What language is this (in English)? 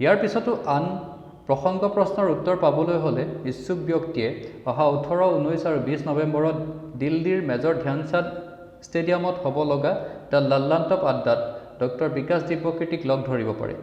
Assamese